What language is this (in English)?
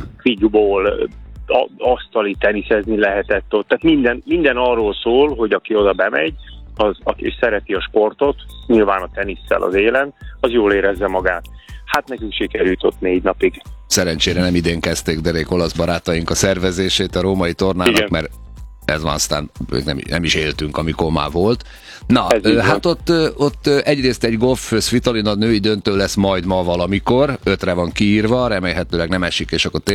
Hungarian